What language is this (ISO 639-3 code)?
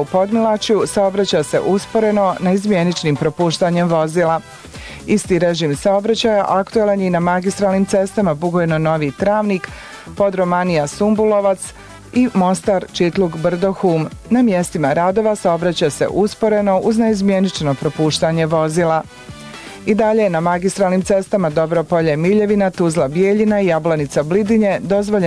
bos